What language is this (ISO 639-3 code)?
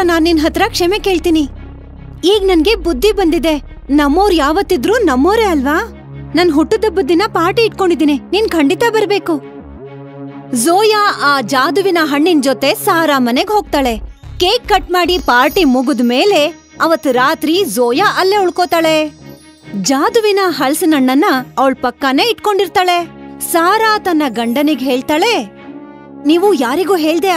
kan